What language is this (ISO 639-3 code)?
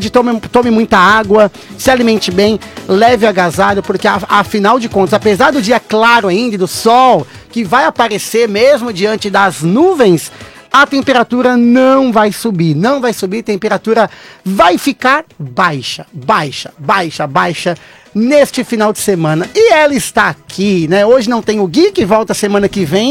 por